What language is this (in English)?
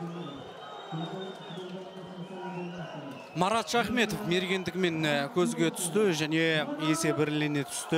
Kazakh